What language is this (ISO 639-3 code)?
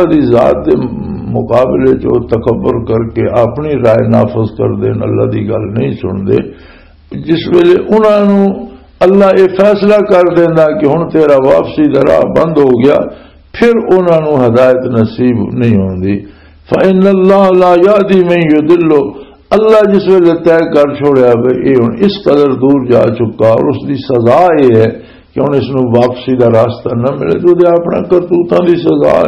lah